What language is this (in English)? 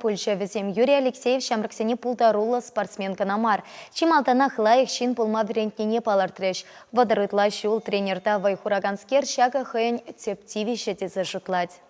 Chuvash